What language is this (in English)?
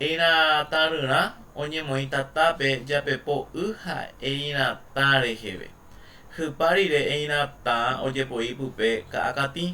Guarani